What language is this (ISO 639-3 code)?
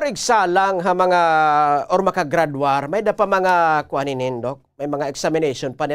war